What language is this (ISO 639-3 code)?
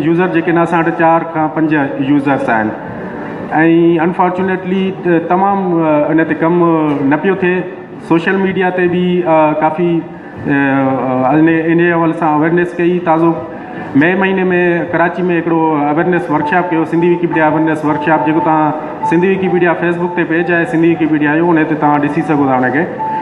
snd